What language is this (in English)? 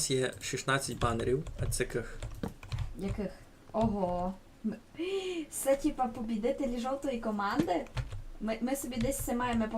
Rusyn